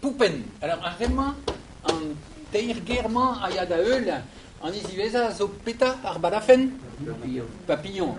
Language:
Breton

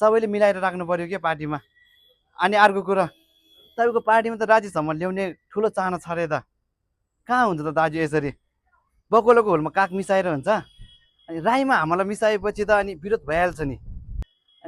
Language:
Nepali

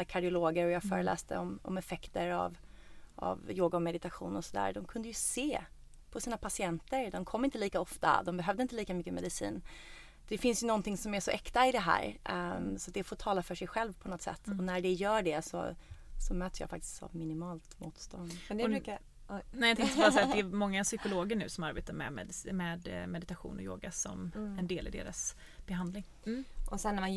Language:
Swedish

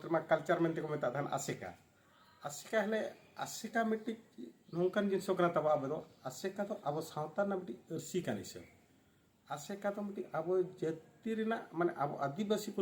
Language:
Santali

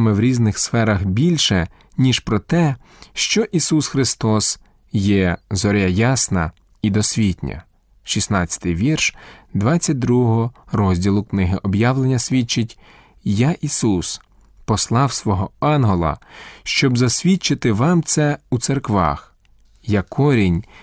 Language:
Ukrainian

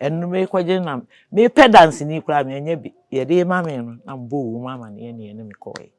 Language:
Akan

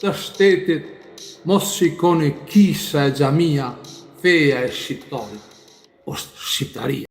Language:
Albanian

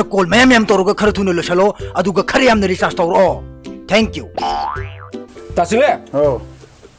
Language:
Manipuri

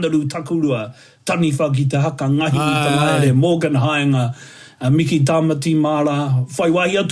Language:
Māori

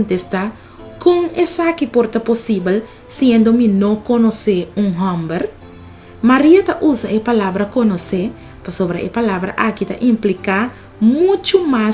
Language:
Papiamento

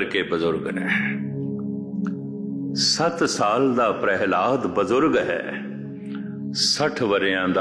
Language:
Punjabi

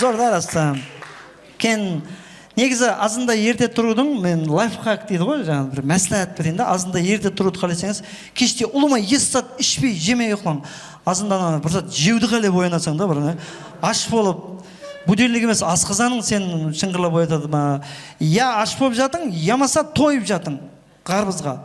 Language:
Kara-Kalpak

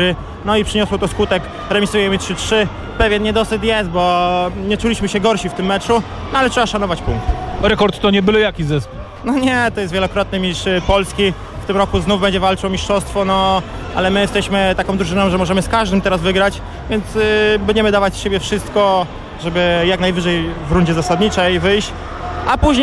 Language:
Polish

